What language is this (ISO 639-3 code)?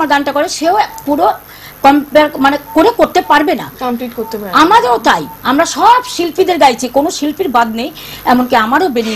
ben